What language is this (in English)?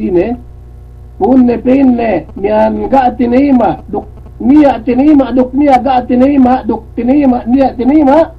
Yakan